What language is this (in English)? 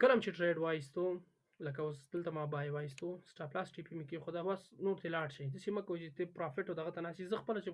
Pashto